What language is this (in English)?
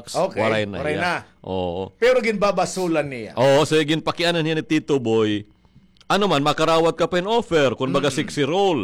Waray